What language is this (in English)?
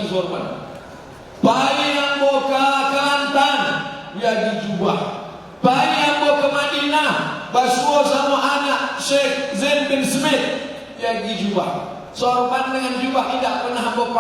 Minangkabau